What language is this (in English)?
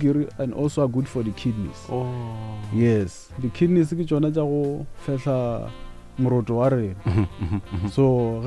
Northern Sotho